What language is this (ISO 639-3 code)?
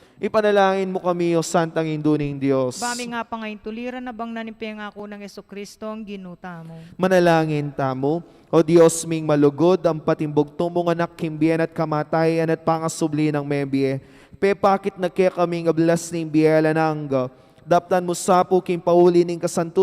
pam